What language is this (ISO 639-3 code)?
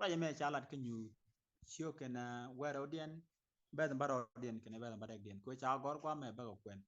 nus